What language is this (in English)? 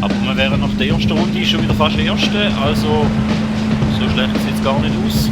Swiss German